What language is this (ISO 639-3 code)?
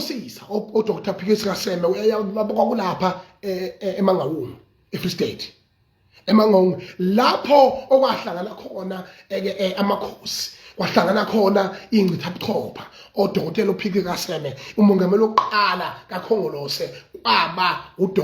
zul